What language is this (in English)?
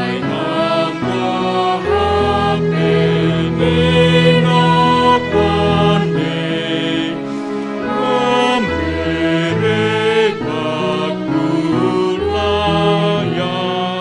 Batak Simalungun